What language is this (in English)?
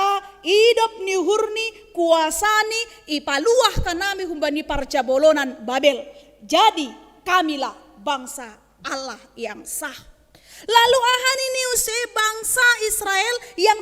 Batak Simalungun